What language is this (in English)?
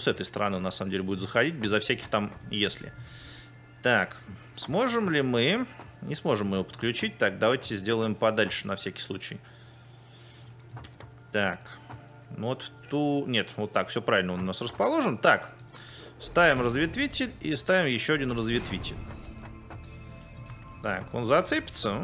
Russian